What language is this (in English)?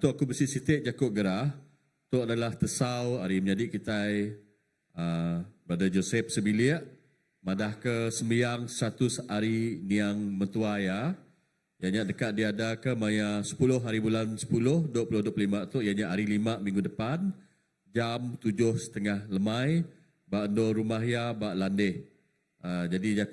Iban